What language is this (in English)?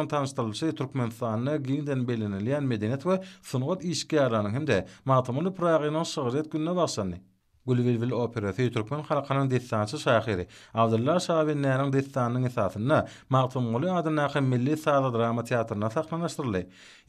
Turkmen